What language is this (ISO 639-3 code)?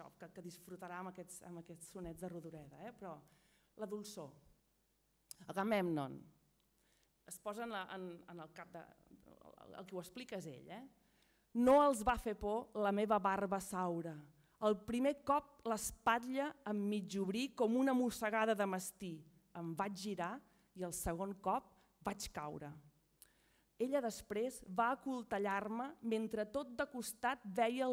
cat